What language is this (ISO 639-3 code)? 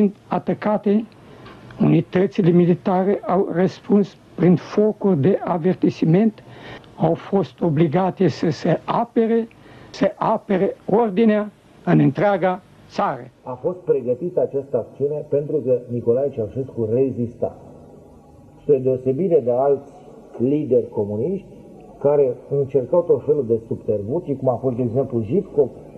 ron